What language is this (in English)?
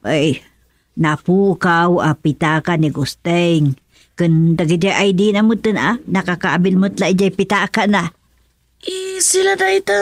Iloko